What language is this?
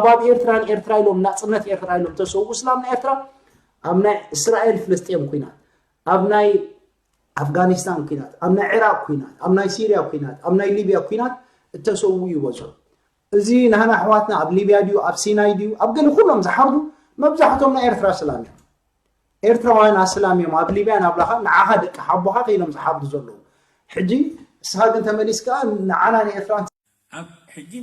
Tigrinya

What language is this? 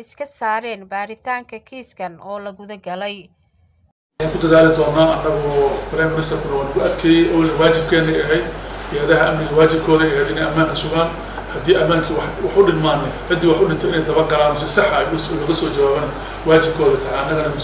Somali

